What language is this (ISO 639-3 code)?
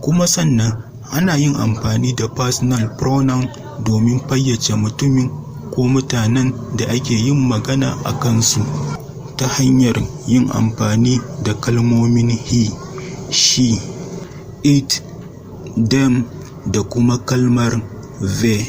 hau